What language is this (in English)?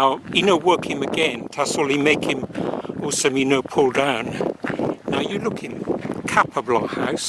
Tok Pisin